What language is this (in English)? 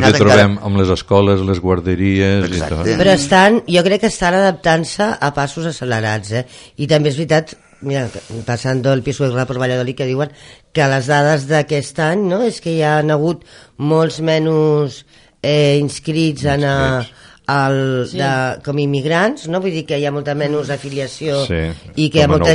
Catalan